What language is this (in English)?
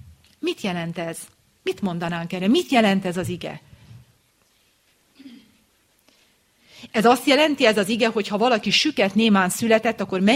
Hungarian